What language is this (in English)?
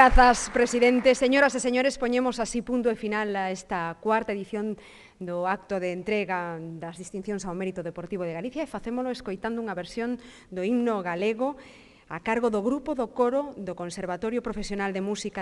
Galician